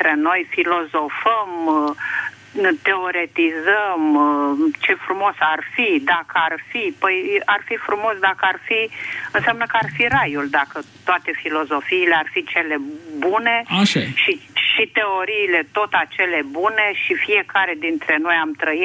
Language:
Romanian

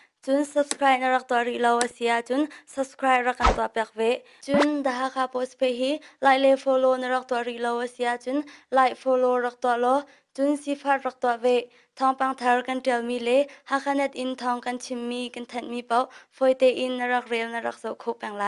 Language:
Hakha Chin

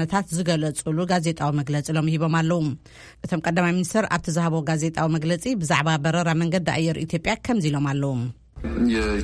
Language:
Tigrinya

